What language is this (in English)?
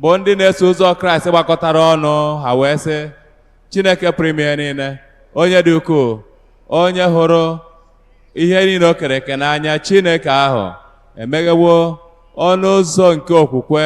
Igbo